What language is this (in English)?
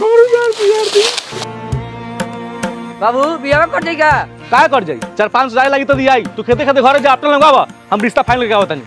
Bhojpuri